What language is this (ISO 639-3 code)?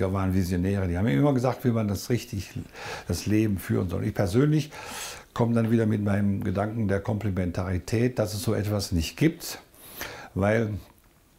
deu